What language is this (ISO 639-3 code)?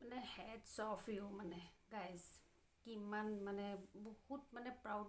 asm